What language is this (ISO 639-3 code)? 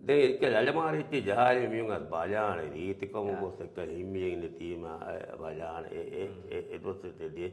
div